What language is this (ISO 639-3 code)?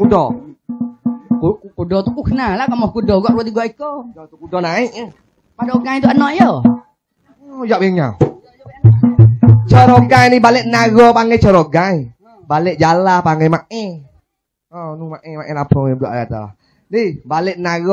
msa